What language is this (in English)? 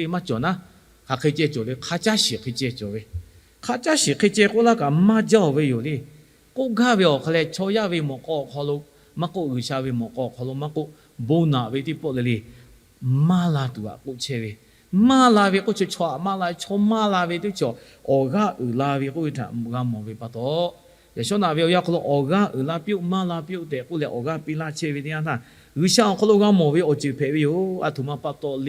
Lahu